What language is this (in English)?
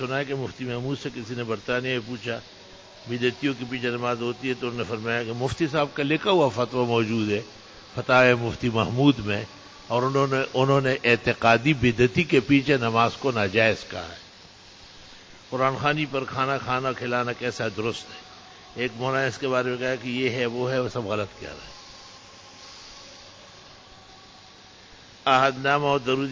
Urdu